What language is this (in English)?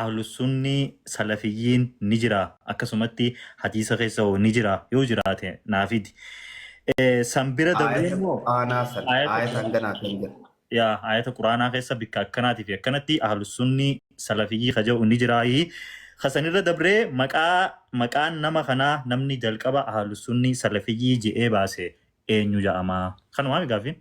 Oromo